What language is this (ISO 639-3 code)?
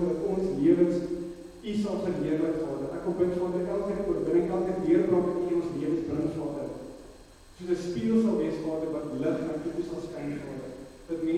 afr